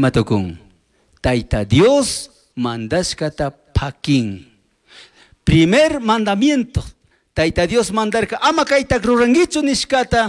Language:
Chimborazo Highland Quichua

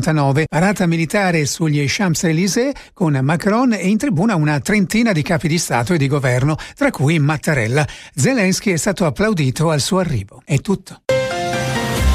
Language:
Italian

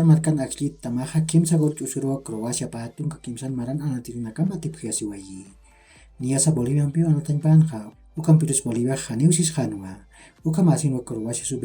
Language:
Aymara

